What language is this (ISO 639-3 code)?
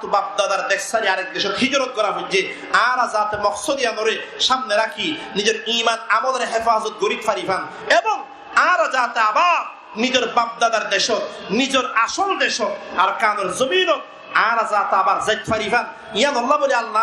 rhg